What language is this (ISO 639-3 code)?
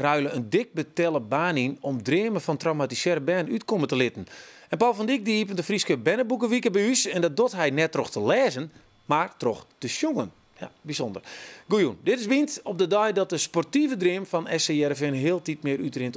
fry